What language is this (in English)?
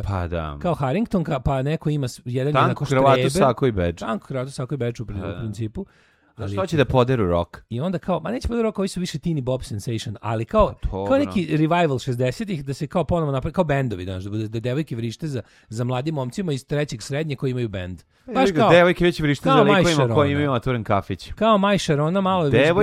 Serbian